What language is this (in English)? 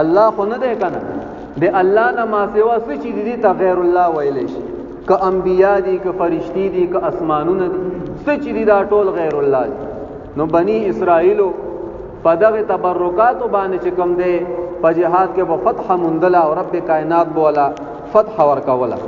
Pashto